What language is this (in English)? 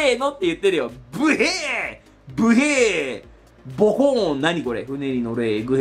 Japanese